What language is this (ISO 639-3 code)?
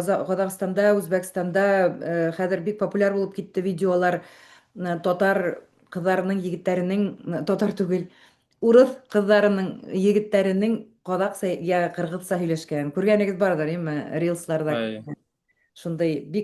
bak